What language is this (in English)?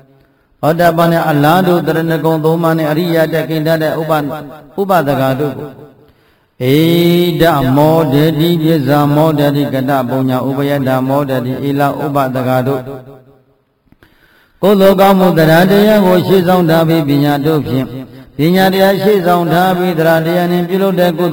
Burmese